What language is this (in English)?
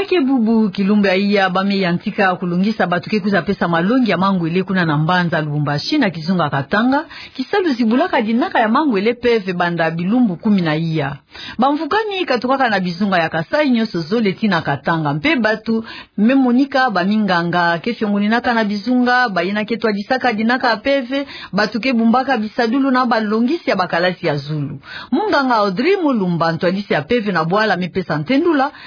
Kituba (Democratic Republic of Congo)